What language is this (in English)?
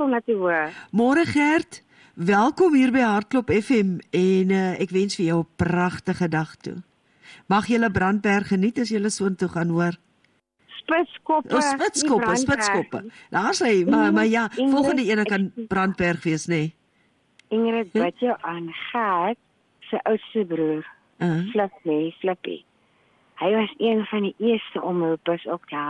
Afrikaans